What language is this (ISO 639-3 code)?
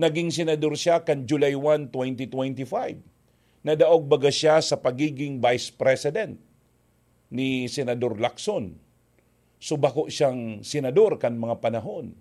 bik